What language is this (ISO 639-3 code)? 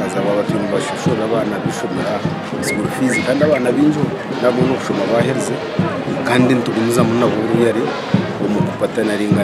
nyn